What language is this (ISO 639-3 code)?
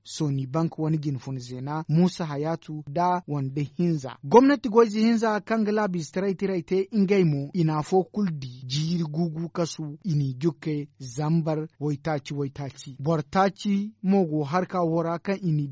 dje